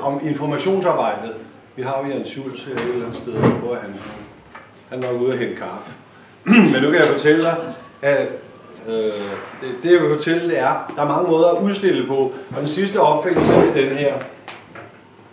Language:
Danish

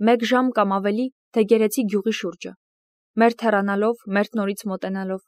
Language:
Armenian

